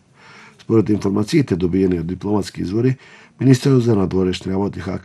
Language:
Macedonian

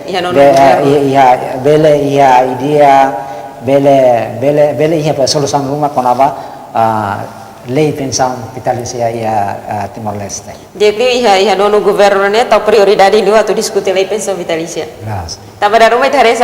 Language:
Tetum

